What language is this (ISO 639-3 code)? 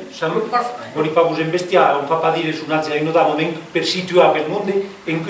oci